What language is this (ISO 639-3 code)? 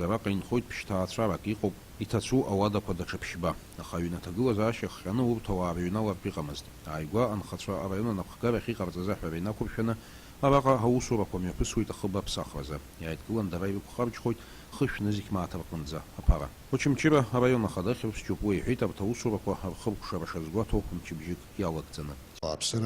abk